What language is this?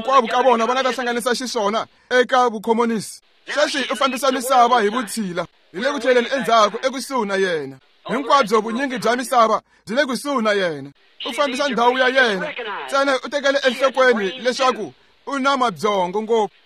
Tsonga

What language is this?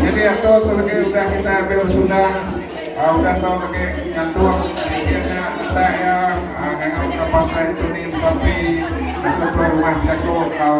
Iban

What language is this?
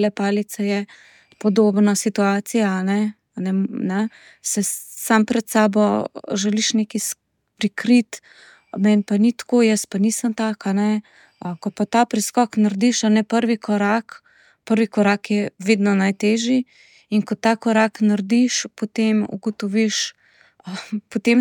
Slovenian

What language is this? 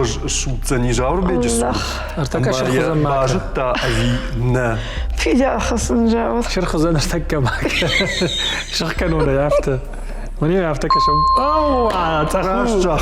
Ossetic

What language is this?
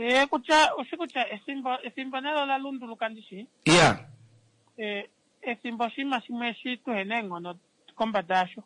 Kuanyama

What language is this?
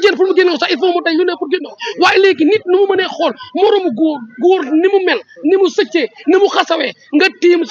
Wolof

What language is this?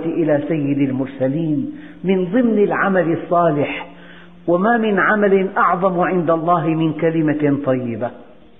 Arabic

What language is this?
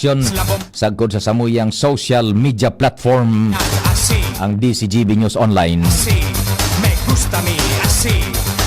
Bikol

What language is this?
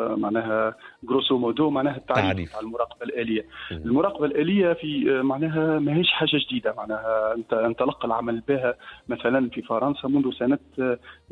Tunisian Arabic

